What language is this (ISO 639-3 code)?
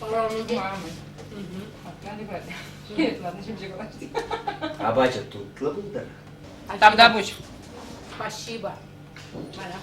chv